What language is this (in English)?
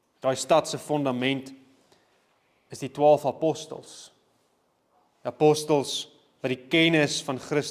Afrikaans